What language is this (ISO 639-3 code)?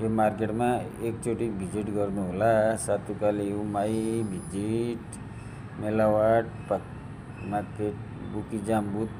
nep